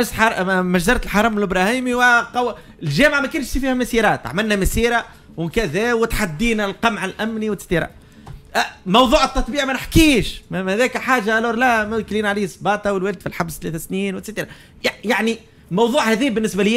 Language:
Tunisian Arabic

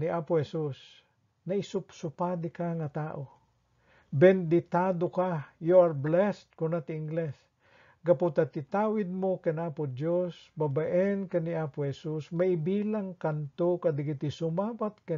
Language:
Iloko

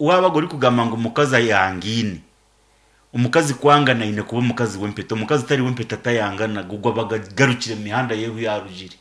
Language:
Nyankole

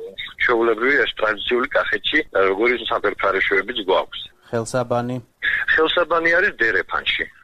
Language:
Georgian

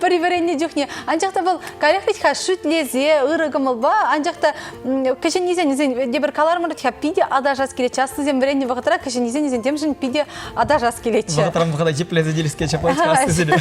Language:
Chuvash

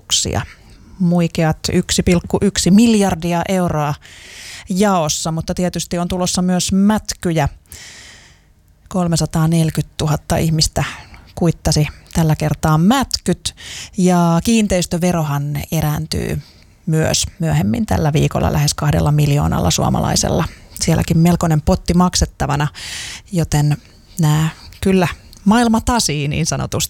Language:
Finnish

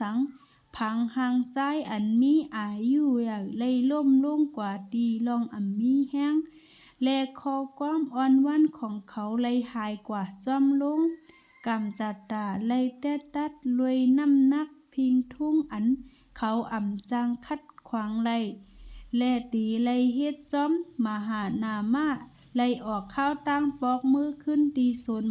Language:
Shan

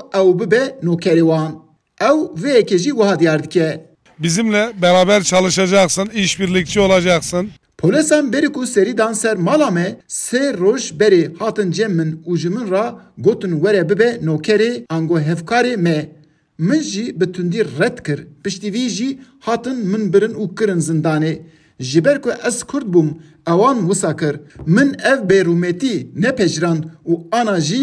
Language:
Kurdish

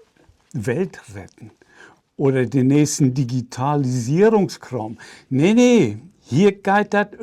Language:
Low German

